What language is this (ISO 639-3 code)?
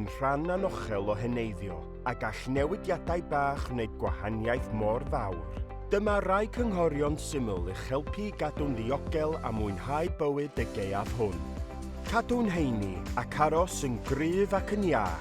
cym